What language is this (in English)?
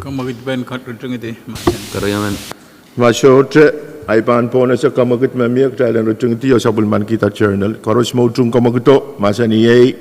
Pohnpeian